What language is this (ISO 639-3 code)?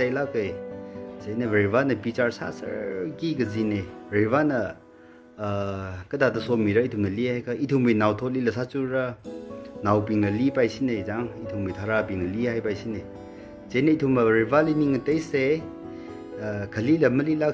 nmf